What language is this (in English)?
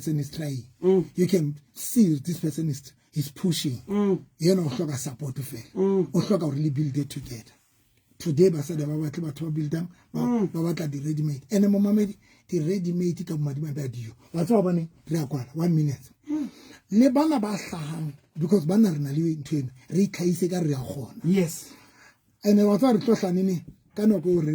Southern Sotho